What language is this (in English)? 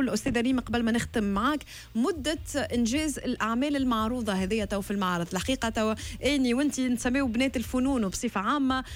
Tunisian Arabic